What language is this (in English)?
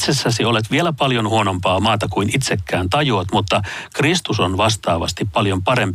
Finnish